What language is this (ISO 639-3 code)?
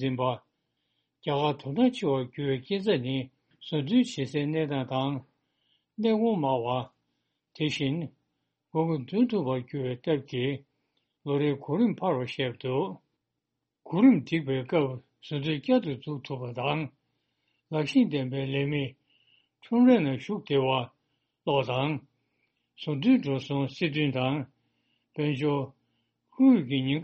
bod